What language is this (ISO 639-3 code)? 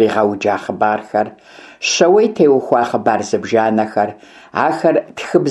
kbd